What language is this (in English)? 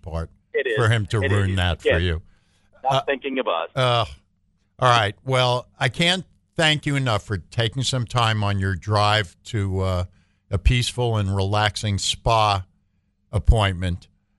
English